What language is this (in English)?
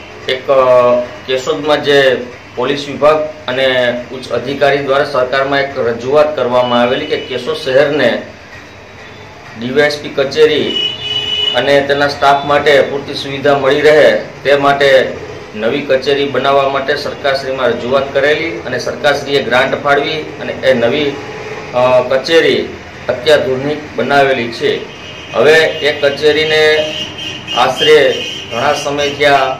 Gujarati